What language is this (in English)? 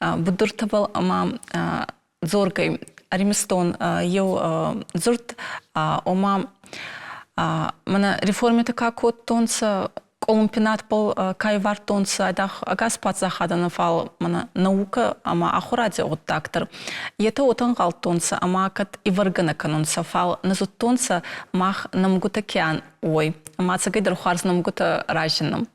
Ossetic